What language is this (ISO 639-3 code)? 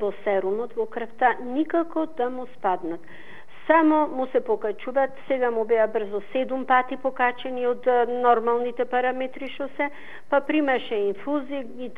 mkd